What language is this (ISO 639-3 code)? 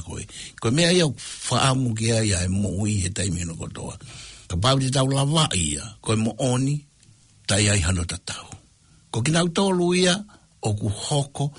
ton